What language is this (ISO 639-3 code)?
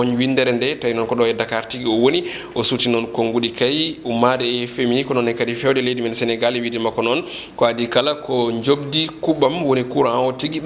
ful